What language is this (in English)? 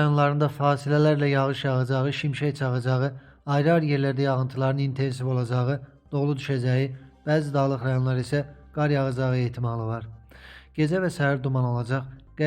Azerbaijani